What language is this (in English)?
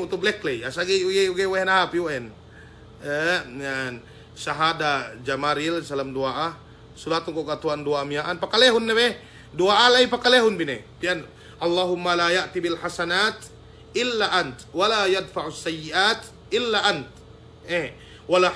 Yakan